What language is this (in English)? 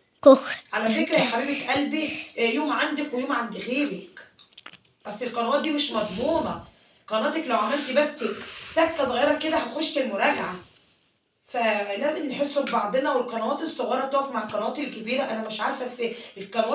Egyptian Arabic